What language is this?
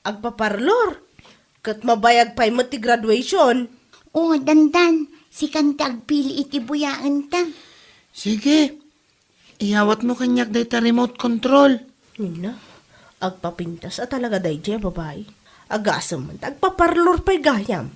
Iloko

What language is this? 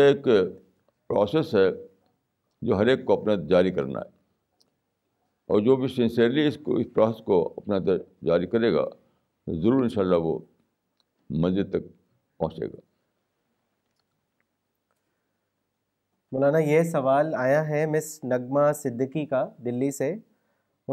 Urdu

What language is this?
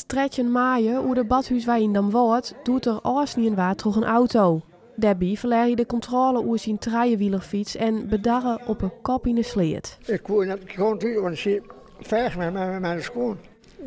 Western Frisian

